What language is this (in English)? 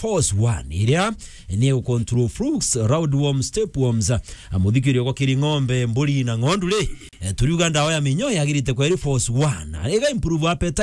Meru